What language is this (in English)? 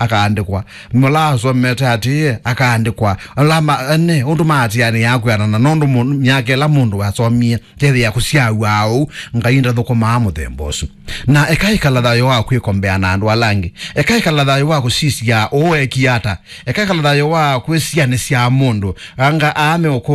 Kamba